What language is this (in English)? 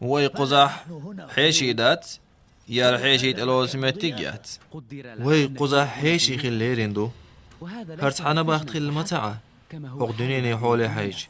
Chechen